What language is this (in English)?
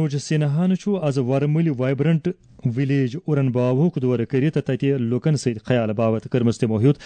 Kashmiri